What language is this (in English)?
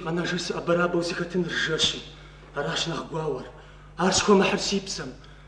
Kabardian